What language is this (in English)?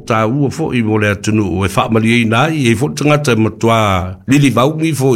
Samoan